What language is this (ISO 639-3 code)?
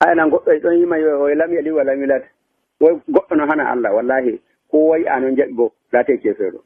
fuv